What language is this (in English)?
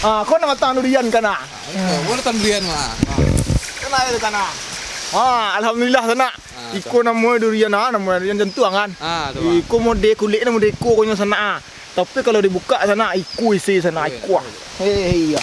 Minangkabau